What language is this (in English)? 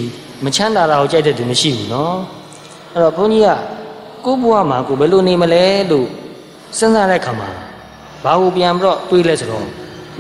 Burmese